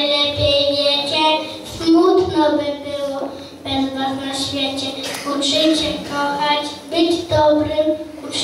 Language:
Polish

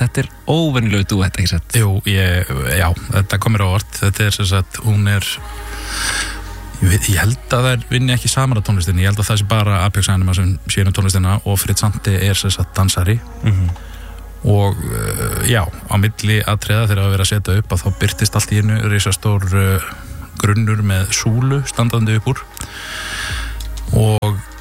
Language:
Icelandic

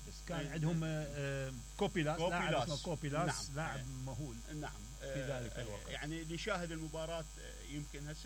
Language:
Mesopotamian Arabic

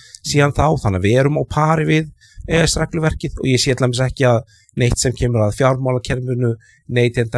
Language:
Icelandic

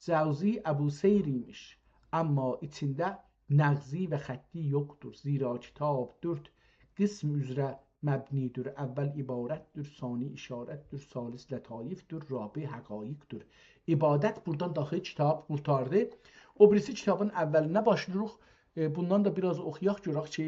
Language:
South Azerbaijani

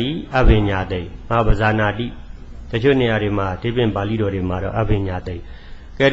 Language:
Burmese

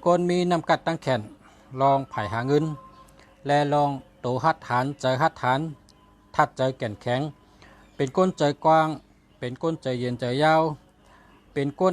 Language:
Shan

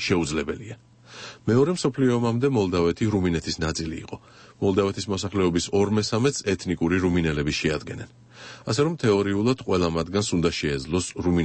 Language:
Georgian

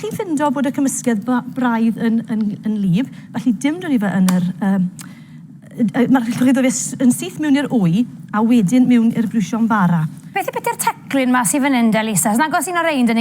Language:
Welsh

